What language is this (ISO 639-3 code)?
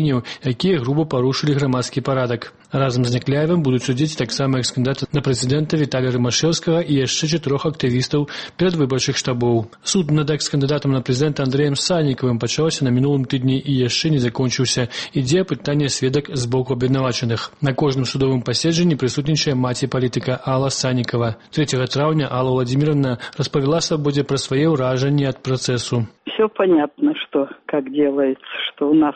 bel